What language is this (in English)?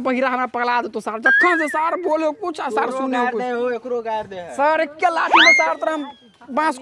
Maithili